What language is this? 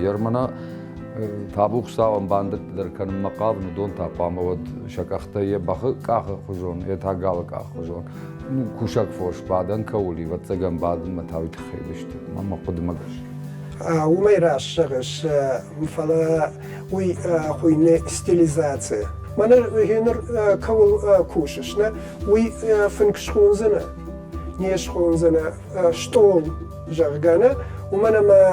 Ossetic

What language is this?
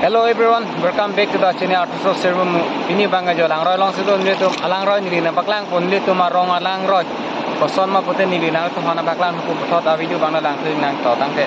Karbi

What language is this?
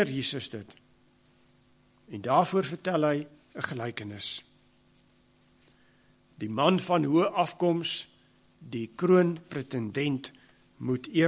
Afrikaans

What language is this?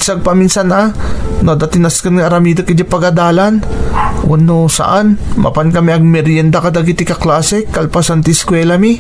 Iloko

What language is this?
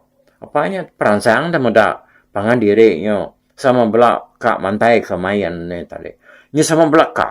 Iban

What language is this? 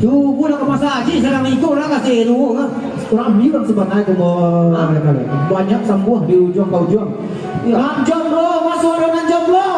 Minangkabau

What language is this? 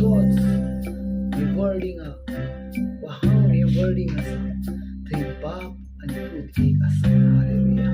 Konkani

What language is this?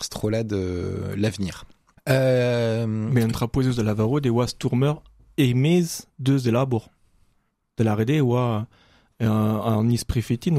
Breton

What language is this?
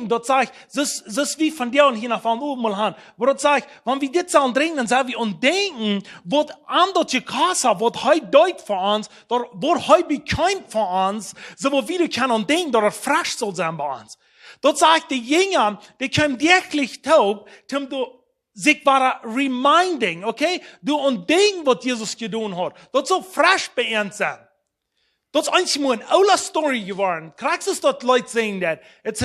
Plautdietsch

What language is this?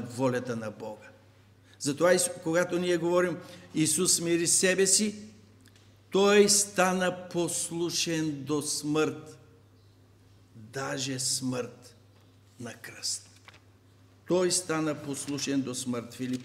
Bulgarian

